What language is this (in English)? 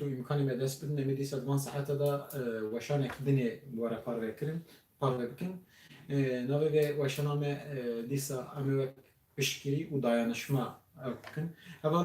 Kurdish